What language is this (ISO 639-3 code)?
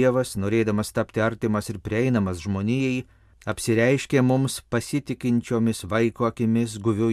lit